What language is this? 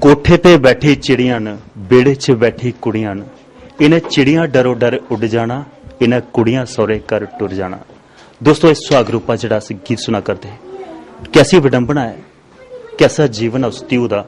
Dogri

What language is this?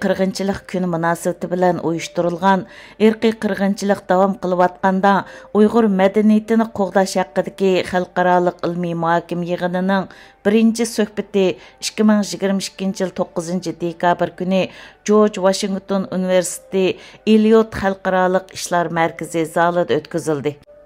Uyghur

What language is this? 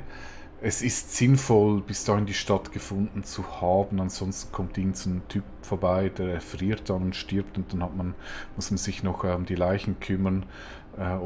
Swiss German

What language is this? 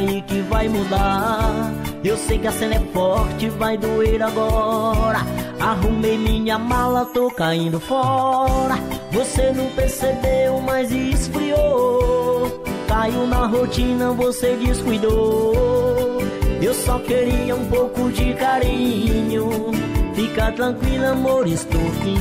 Portuguese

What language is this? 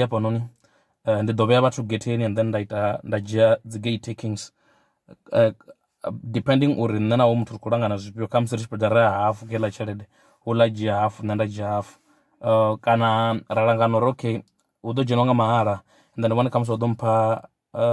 Venda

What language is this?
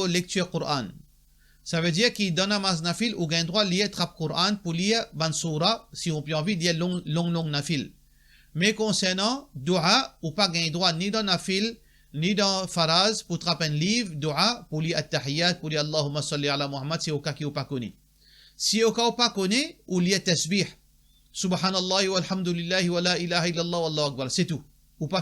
Morisyen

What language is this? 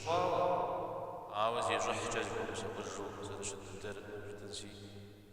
Kabardian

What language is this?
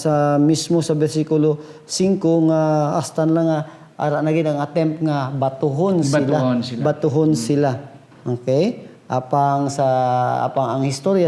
Hiligaynon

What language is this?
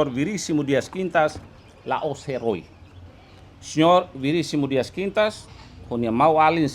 Tetum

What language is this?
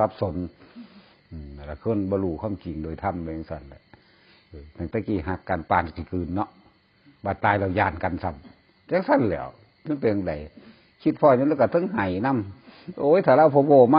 Northeastern Thai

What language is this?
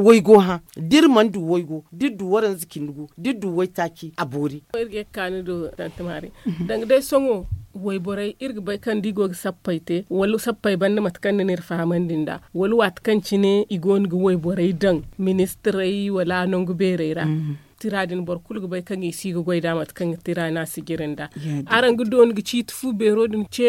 Zarma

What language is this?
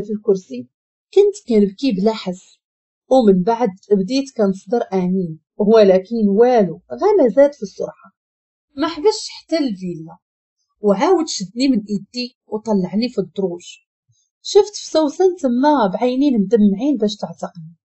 Moroccan Arabic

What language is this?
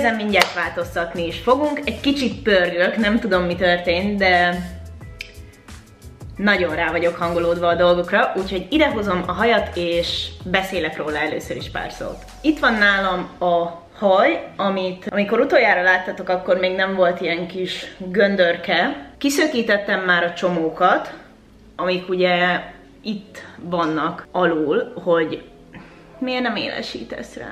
Hungarian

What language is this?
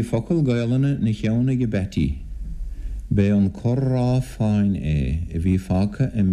Irish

